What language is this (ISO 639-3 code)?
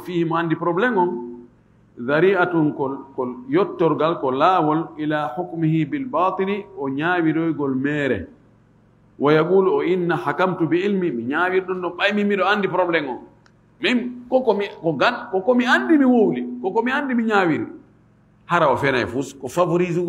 ful